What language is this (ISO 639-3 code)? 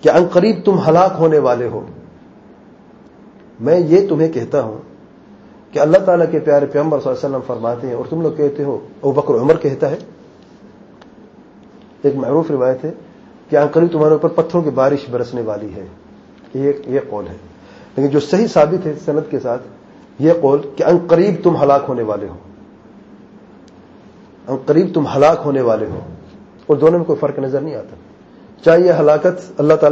urd